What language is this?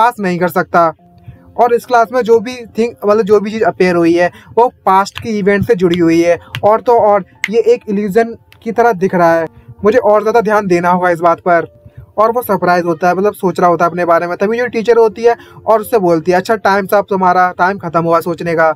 Hindi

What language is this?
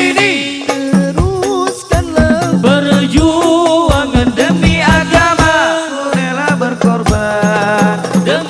Banjar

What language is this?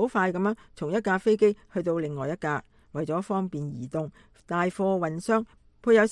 Cantonese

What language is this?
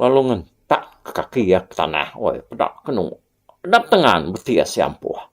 Iban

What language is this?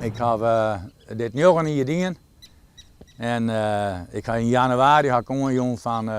Western Frisian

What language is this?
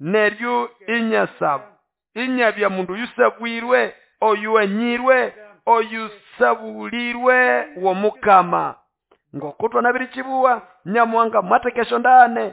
Nande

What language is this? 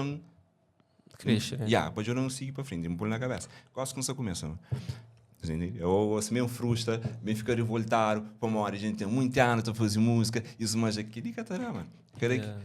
Kabuverdianu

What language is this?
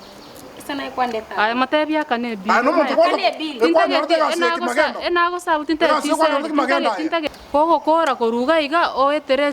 Gusii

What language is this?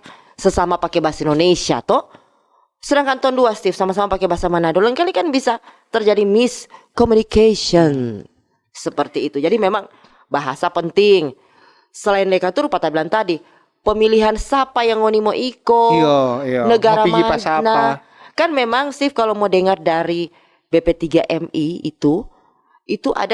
Manado Malay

